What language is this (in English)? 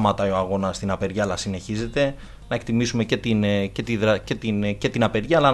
Greek